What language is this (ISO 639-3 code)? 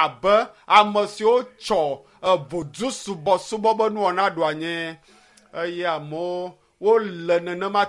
ewe